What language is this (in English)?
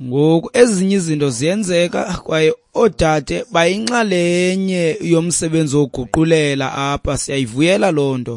Xhosa